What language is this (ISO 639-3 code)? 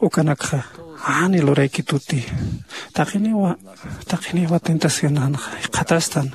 aym